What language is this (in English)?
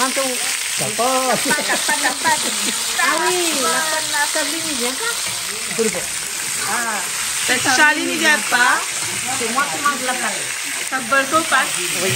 Réunion Creole French